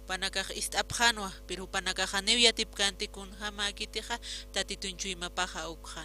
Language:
Aymara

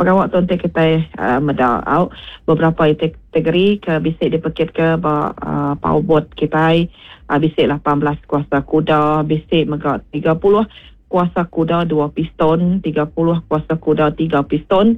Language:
Iban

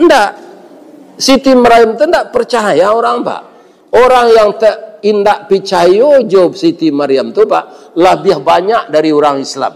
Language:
Minangkabau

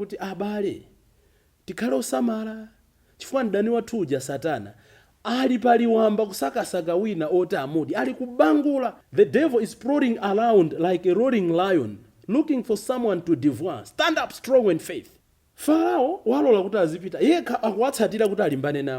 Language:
Nyanja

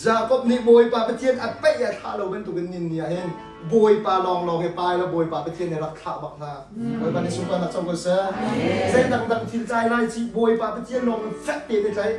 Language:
Hakha Chin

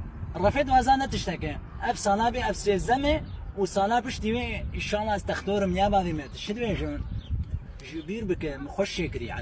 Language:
Kurdish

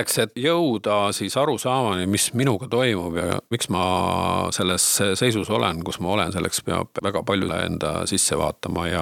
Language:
Estonian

